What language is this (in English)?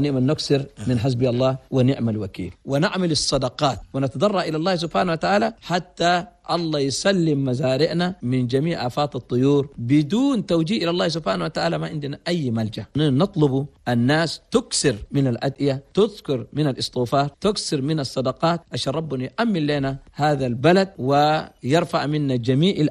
Chadian Arabic